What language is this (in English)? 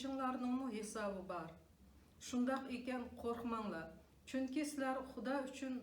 Uyghur